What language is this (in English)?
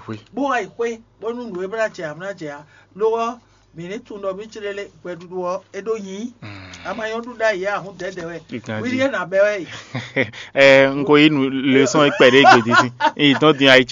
Fon